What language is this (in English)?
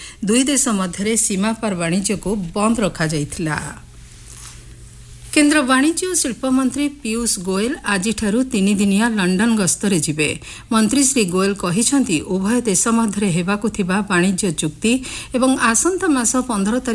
Odia